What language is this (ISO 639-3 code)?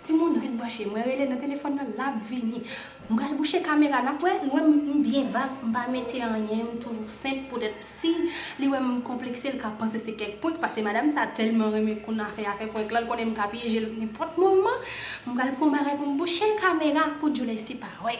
hat